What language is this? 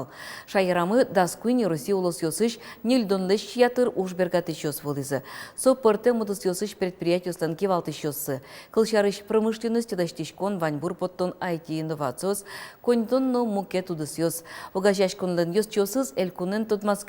Udmurt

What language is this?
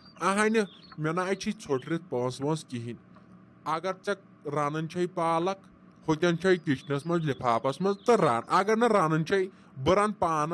Kashmiri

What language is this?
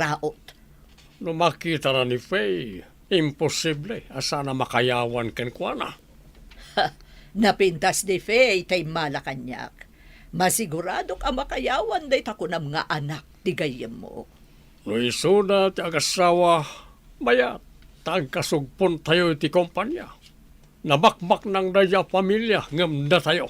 Iloko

